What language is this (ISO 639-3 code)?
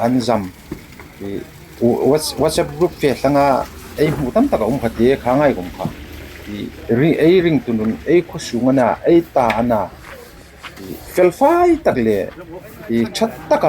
hmr